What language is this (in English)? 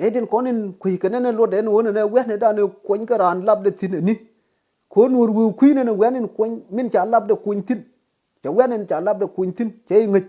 Nuer